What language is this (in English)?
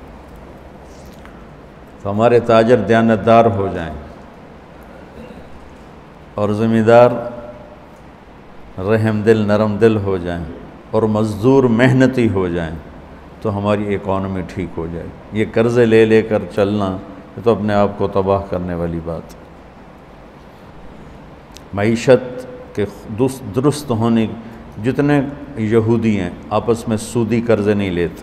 Urdu